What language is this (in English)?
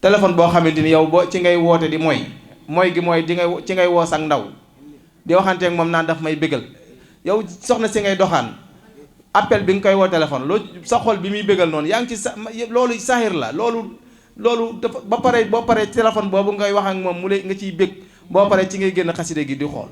Wolof